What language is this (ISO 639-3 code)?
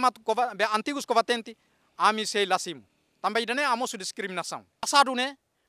tet